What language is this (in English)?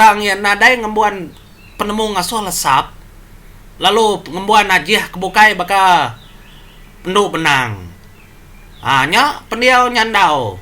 Iban